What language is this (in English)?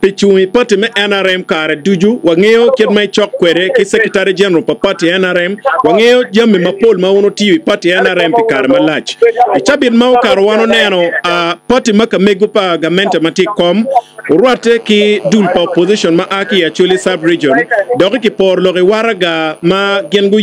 Acoli